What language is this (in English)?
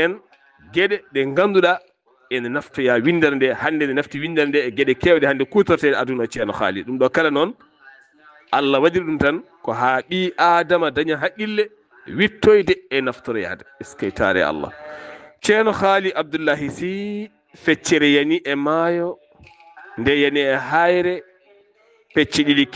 Fula